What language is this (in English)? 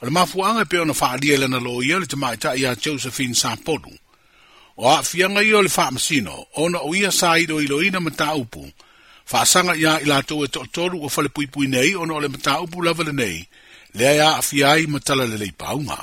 Samoan